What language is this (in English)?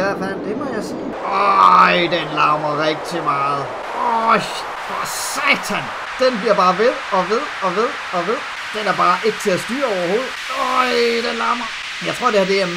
Danish